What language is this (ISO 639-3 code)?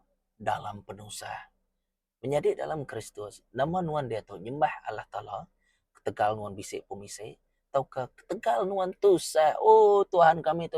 iba